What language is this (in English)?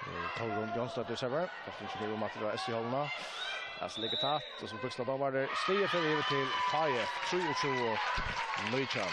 Faroese